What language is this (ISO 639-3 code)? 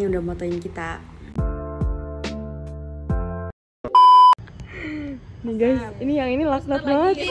ind